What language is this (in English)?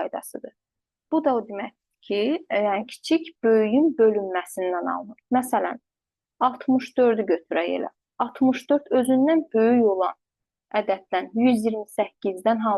Azerbaijani